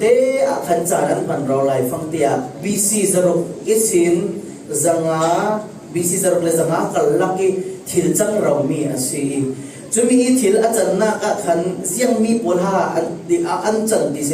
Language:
Falam Chin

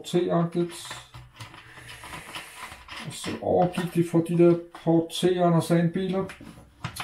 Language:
Danish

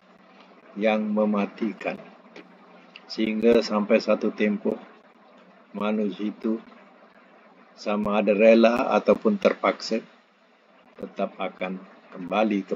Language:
Malay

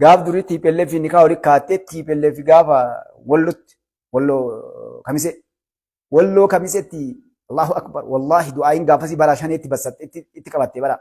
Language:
Oromo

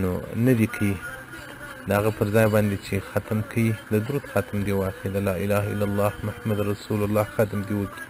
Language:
Pashto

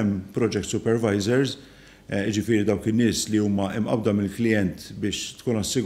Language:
Maltese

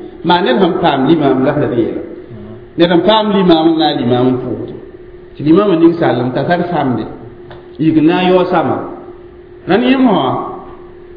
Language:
Mossi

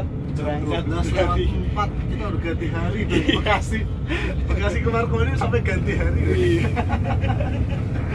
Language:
Indonesian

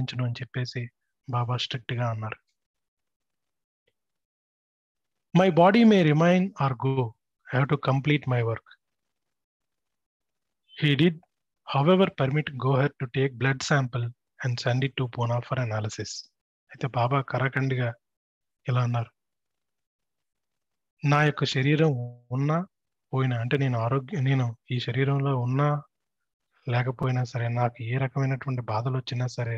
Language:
Telugu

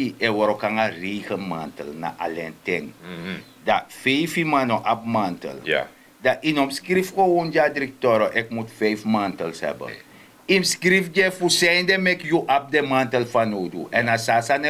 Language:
Sranan Tongo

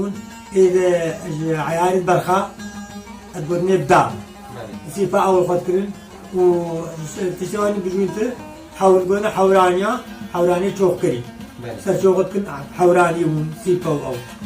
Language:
Kurdish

